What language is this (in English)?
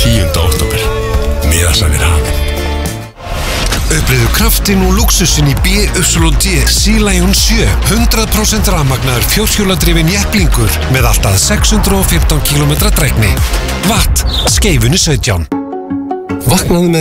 Icelandic